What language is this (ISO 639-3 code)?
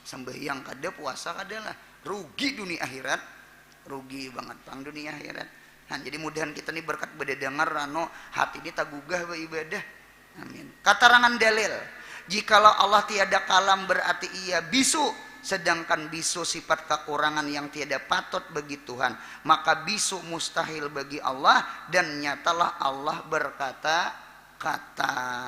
bjn